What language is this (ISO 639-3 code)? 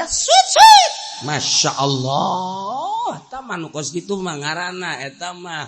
sun